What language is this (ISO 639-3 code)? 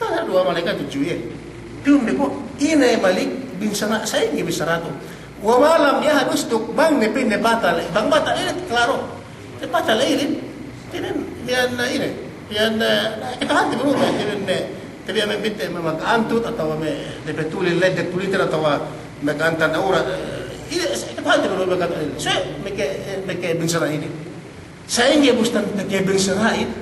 yka